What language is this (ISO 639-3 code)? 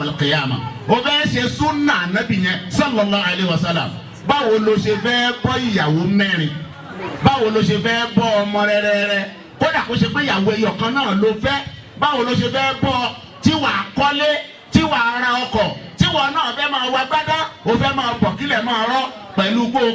yor